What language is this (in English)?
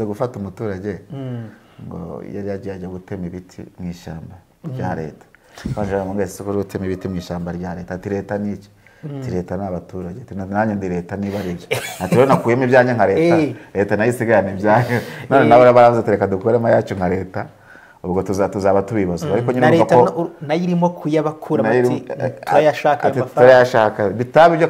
Kinyarwanda